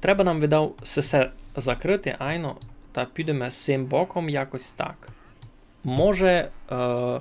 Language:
Rusyn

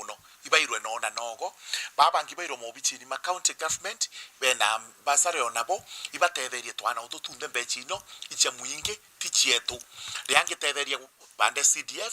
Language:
Meru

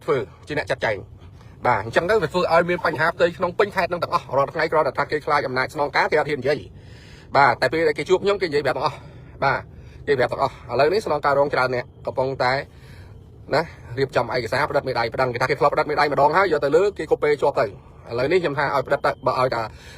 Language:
Khmer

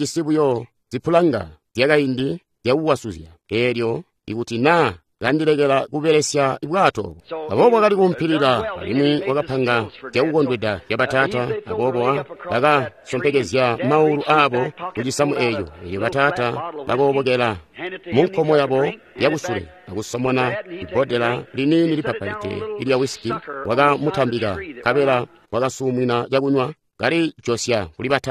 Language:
Tonga (Zambia)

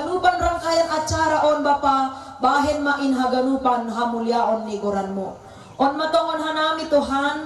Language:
Batak Simalungun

